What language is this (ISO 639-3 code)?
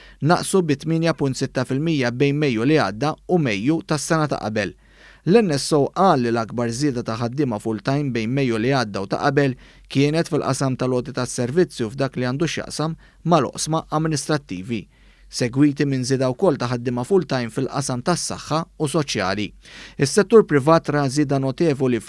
mlt